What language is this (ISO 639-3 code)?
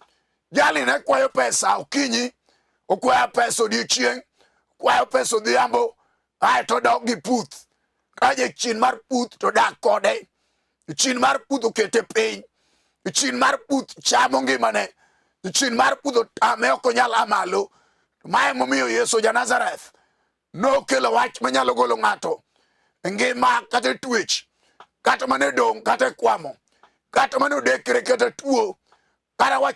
luo